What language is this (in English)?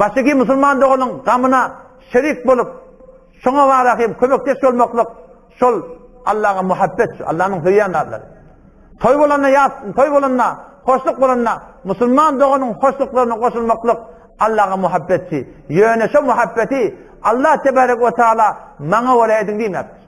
Turkmen